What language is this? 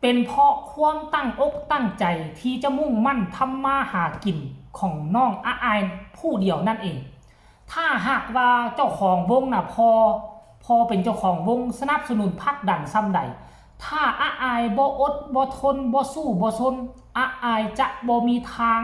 Northeastern Thai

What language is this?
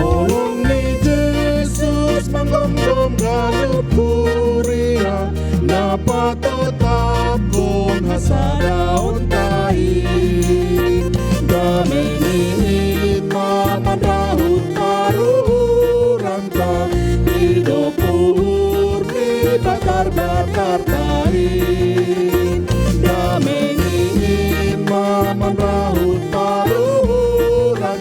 Batak Simalungun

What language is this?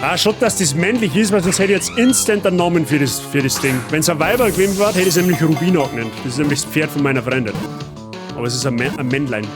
Bavarian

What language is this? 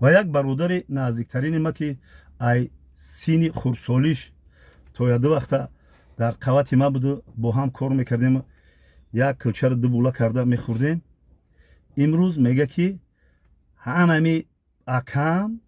Tajik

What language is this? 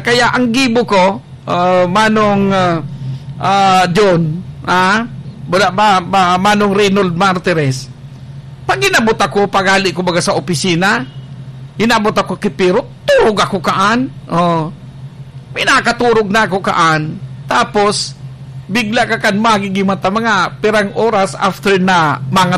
Bikol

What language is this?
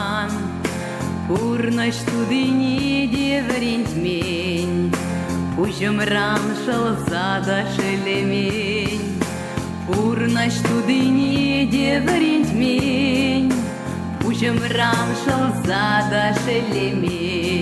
Chuvash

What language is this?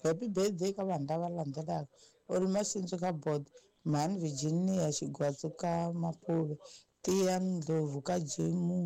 Tsonga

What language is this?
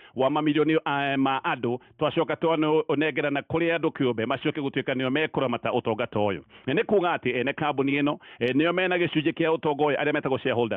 Kikuyu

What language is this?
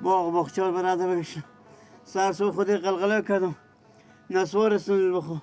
Persian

